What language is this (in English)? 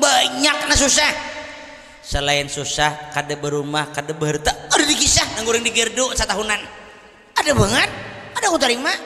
Banjar